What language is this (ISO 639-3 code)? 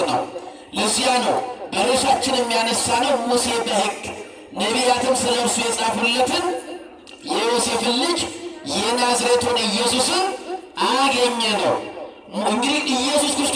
amh